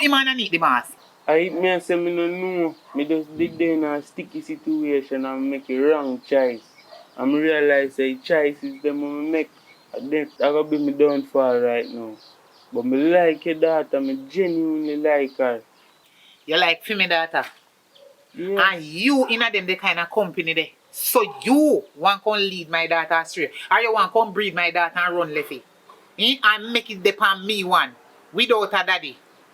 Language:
Jamaican Creole English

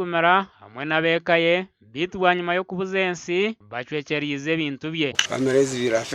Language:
Nyankole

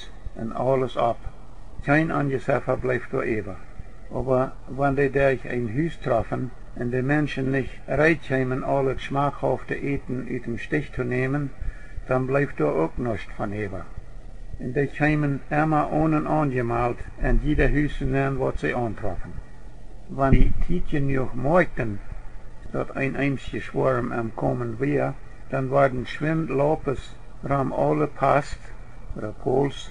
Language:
Plautdietsch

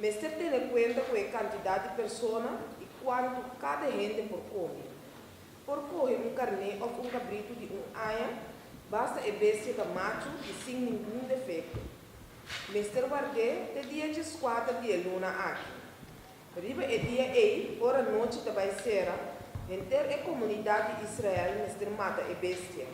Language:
Papiamento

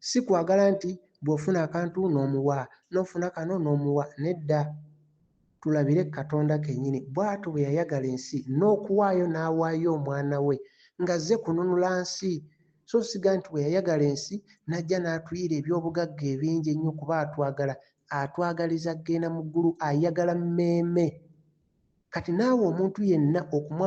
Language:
Ganda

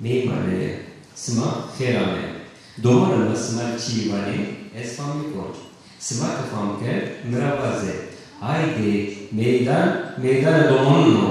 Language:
Zaza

